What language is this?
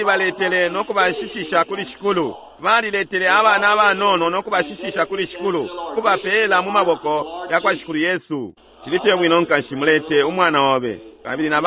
Bemba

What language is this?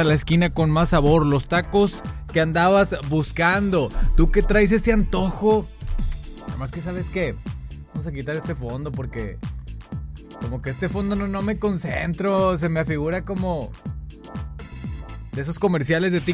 Spanish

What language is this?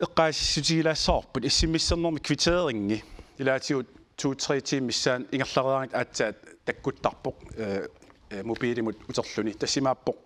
Kalaallisut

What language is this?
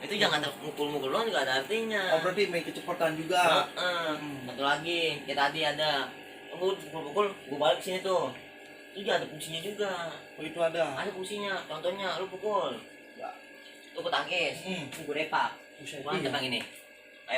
Betawi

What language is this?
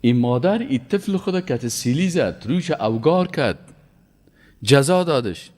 Persian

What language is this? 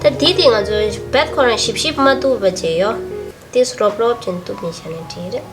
Tibetan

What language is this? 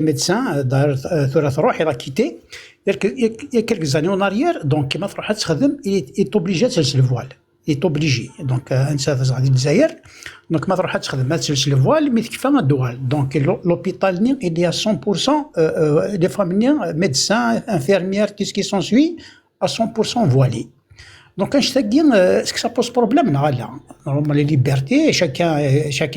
Kabyle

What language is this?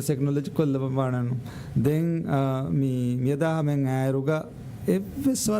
Divehi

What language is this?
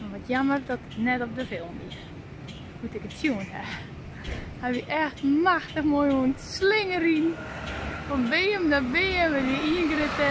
Western Frisian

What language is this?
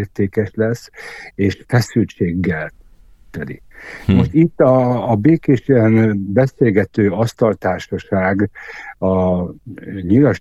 Hungarian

